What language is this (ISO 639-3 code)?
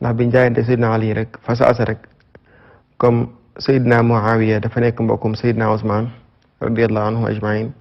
wol